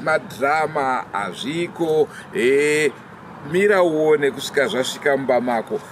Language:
Shona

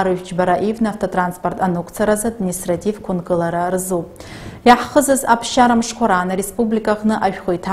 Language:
Abkhazian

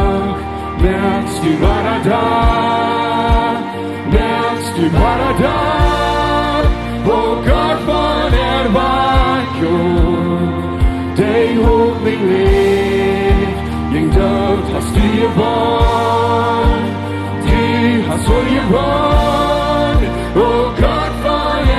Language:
Plautdietsch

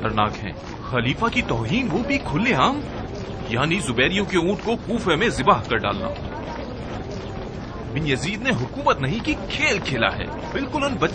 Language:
Urdu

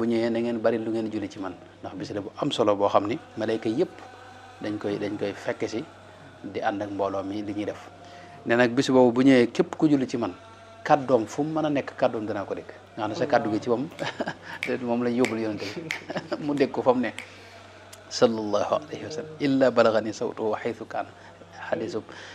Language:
Wolof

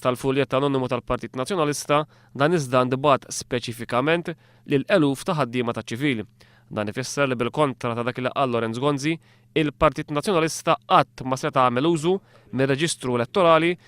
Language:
Maltese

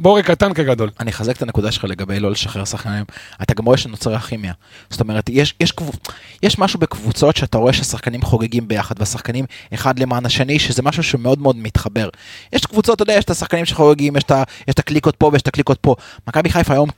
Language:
Hebrew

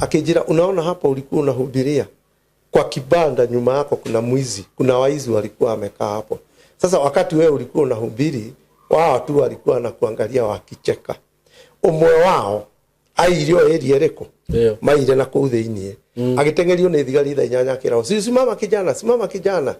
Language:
Kikuyu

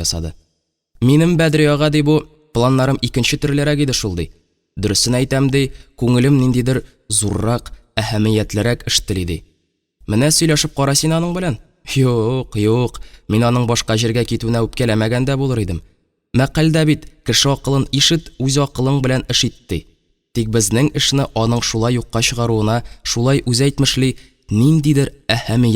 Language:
Tatar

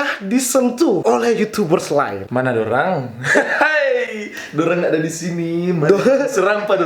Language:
Manado Malay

